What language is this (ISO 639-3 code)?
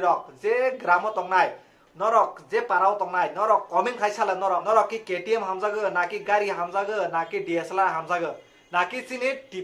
trp